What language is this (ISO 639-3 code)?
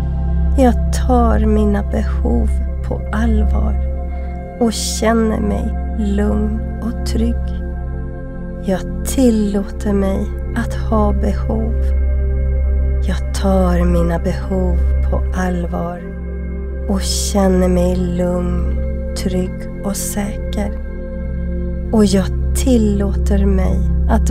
swe